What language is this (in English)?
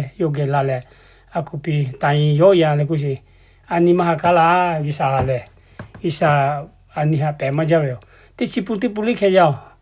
Lahu